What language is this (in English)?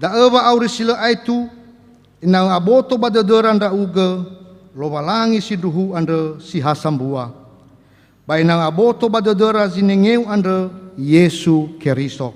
Nias